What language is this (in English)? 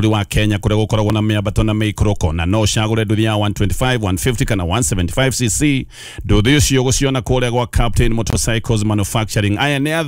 Kikuyu